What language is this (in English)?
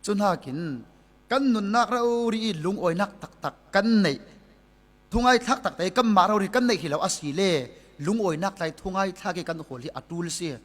Falam Chin